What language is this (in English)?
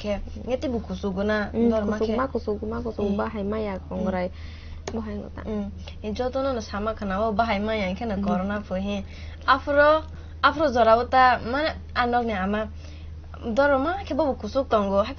Kok Borok